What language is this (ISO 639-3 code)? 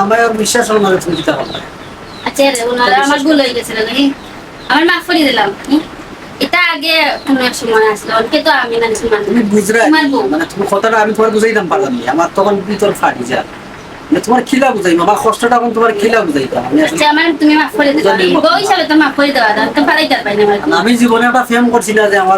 syl